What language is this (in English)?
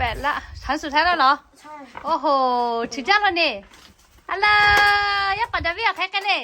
Lahu